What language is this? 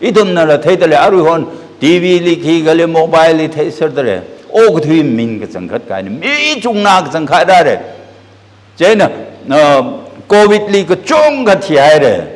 Tangkhul Naga (India)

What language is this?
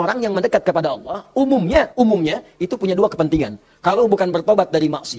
Indonesian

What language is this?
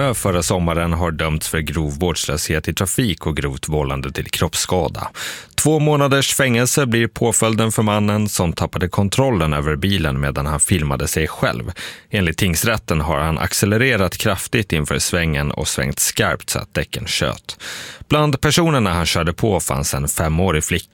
Swedish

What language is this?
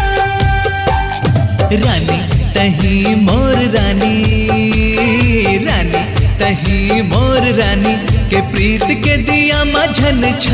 Chhattisgarhi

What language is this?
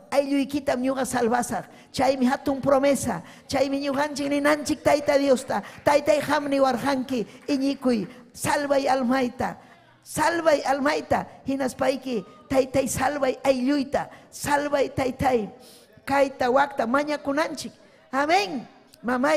Ayacucho Quechua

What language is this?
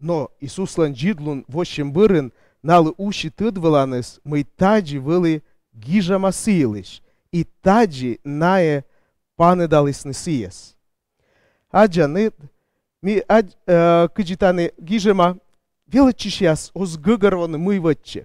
Komi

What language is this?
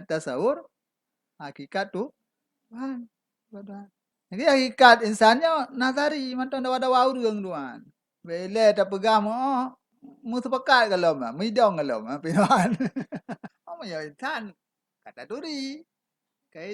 Achinese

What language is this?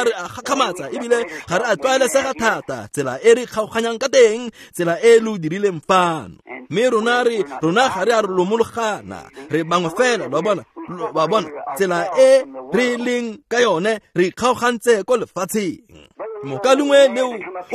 Tswana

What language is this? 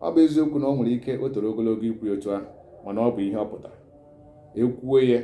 Igbo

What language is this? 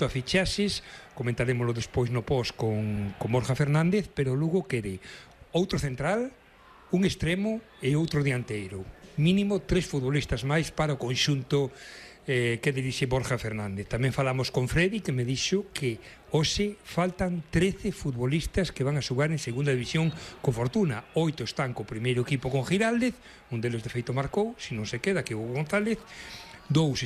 Galician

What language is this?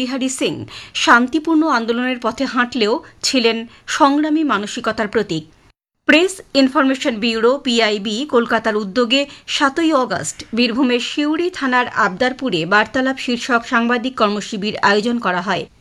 Bangla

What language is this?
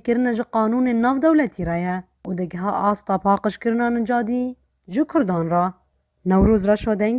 Kurdish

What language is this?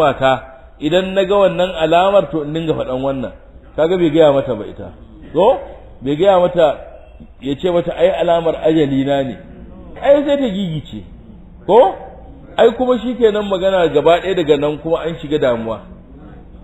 Hausa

